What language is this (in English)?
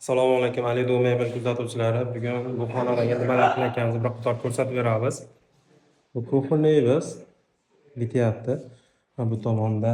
Uzbek